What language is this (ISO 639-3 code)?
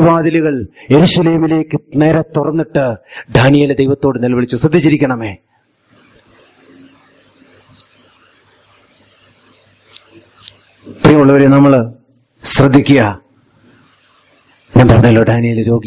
mal